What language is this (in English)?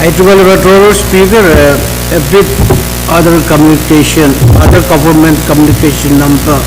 Pohnpeian